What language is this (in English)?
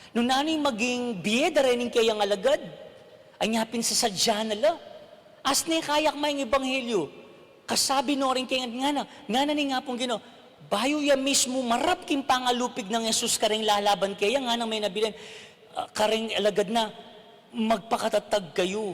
Pampanga